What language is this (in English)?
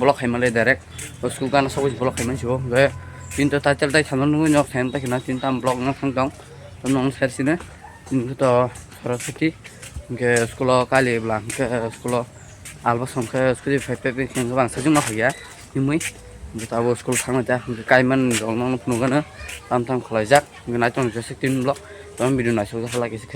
Kok Borok